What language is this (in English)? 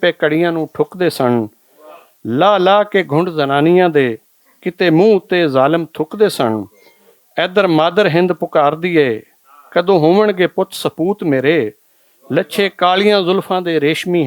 Western Panjabi